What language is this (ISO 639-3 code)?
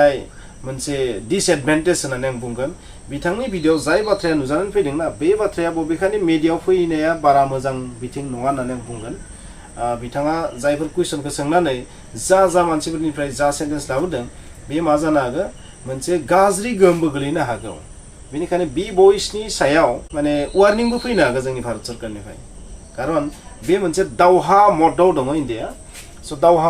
brx